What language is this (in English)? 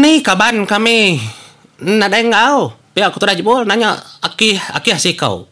Iban